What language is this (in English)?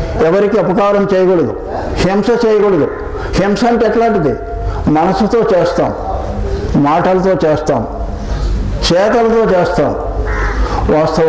Telugu